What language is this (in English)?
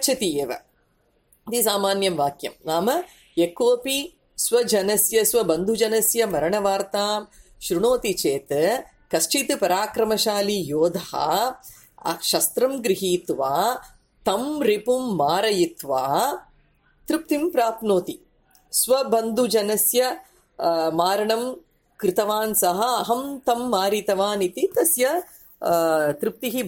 Sanskrit